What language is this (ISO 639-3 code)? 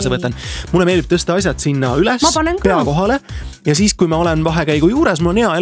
est